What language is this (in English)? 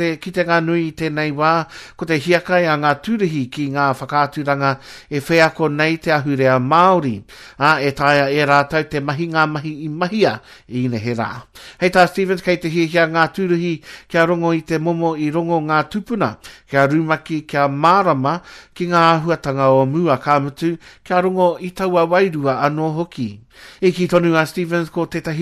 Māori